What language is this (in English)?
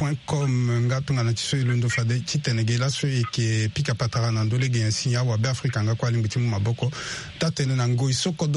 Sango